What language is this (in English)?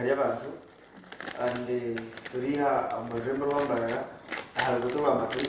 Nyankole